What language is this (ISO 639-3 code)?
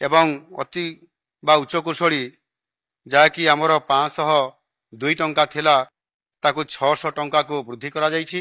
ori